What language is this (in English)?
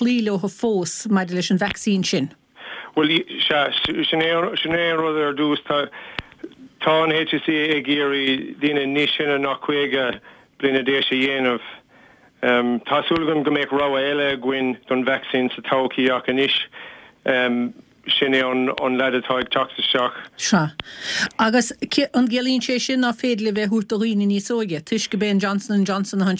Irish